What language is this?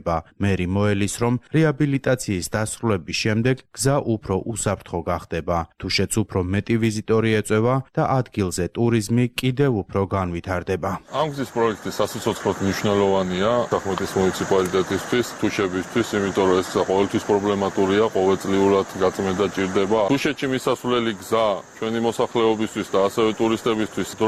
Georgian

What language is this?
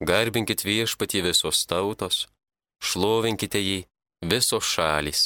Lithuanian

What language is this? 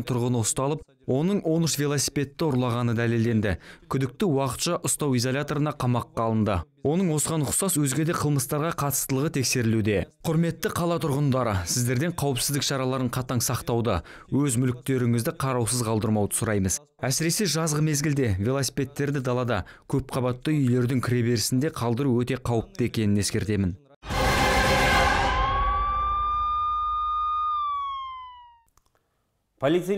Kazakh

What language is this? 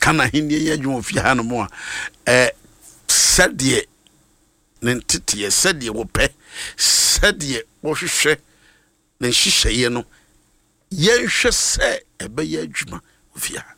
Akan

